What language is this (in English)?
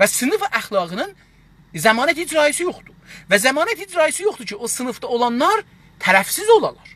South Azerbaijani